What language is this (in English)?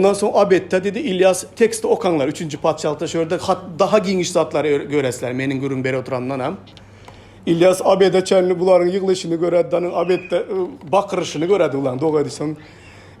Turkmen